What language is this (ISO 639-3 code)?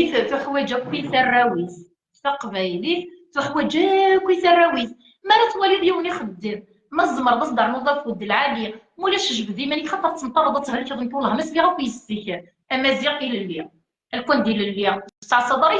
kab